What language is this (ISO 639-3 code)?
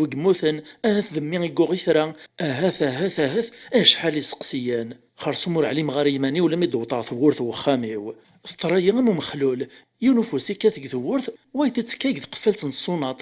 kab